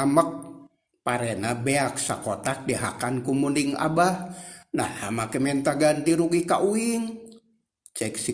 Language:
Sundanese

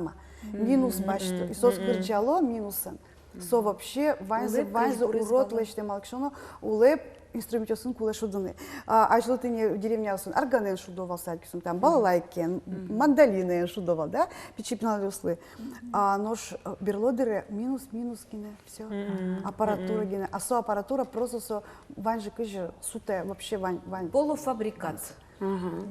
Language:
Udmurt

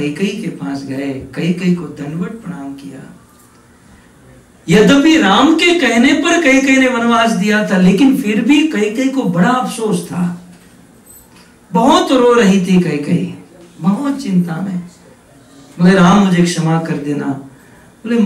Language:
Hindi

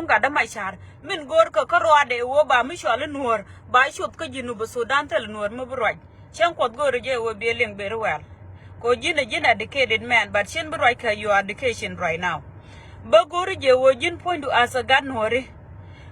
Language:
Nuer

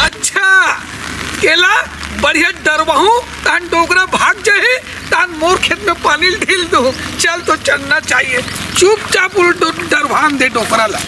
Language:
Chhattisgarhi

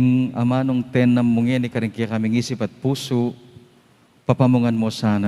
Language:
Pampanga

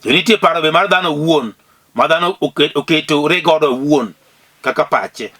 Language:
Luo (Kenya and Tanzania)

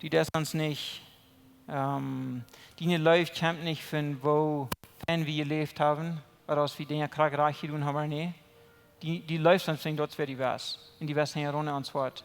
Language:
Plautdietsch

